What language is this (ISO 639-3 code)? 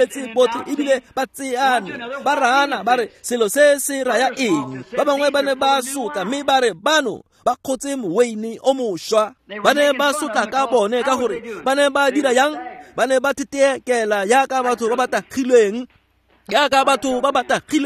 tsn